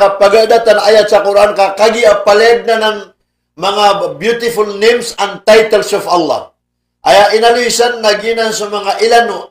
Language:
Maranao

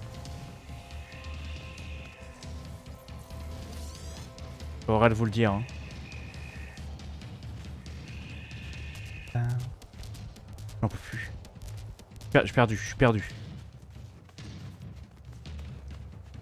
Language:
French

